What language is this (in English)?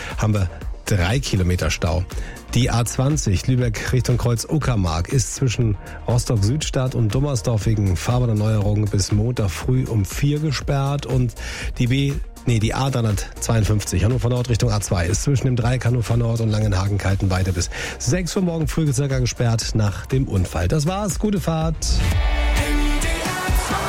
German